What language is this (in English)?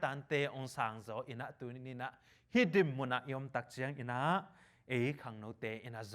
Tedim Chin